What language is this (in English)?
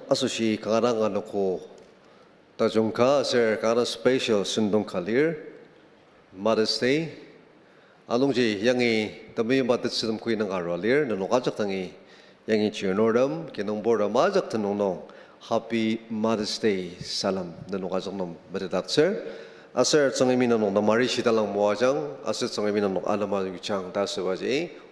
Ao Naga